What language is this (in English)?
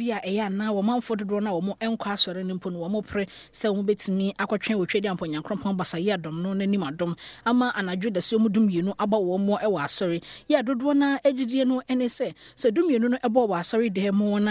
Akan